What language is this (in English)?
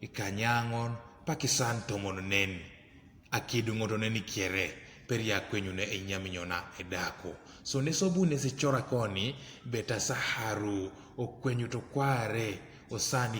Teso